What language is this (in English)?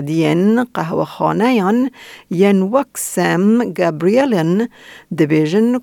Kurdish